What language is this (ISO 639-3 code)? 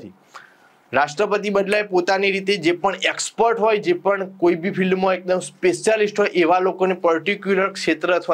guj